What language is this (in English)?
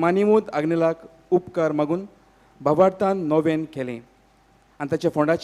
Konkani